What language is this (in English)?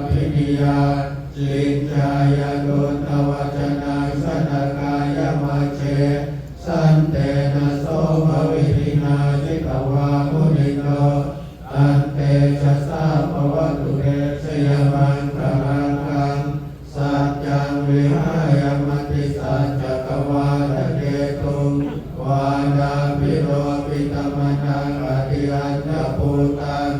Pali